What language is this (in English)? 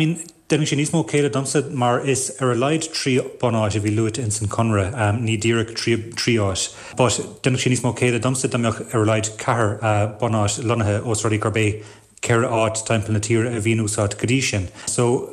Irish